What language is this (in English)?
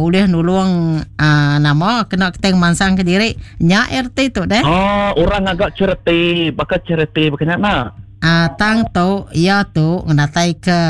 Iban